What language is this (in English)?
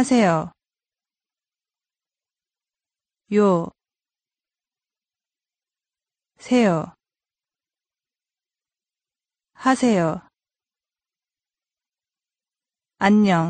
Korean